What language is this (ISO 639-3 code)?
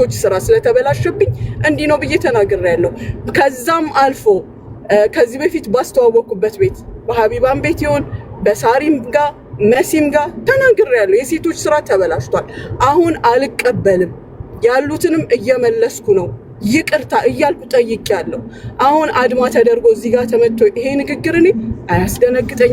amh